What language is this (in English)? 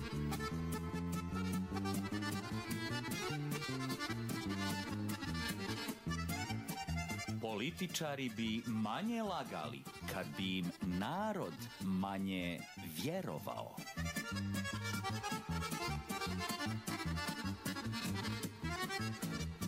Serbian